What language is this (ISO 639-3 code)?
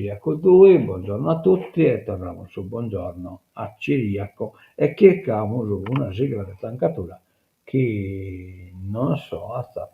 srd